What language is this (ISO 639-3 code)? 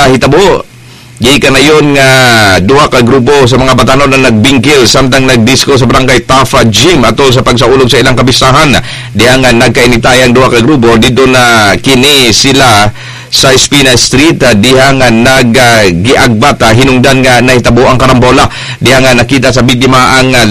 ceb